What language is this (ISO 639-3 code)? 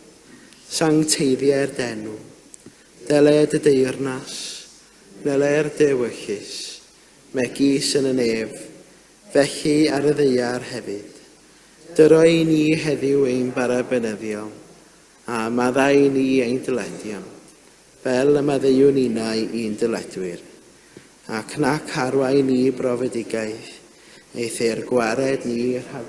cym